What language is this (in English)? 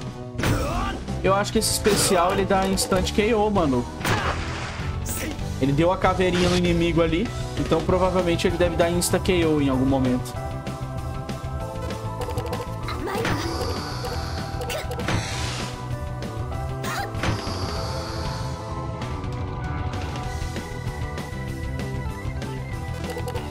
Portuguese